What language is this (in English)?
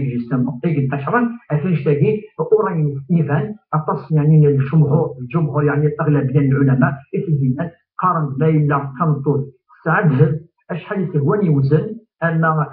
Kabyle